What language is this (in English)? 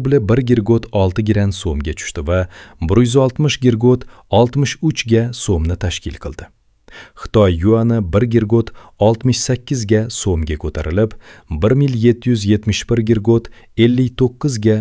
Uzbek